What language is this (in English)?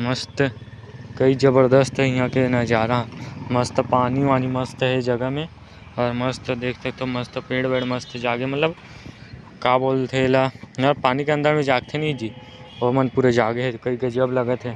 Chhattisgarhi